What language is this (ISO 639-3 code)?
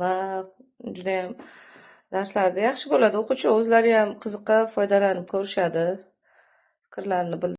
uzb